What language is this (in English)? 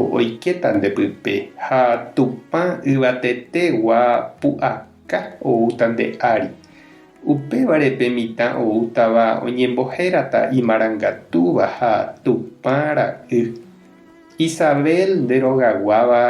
Guarani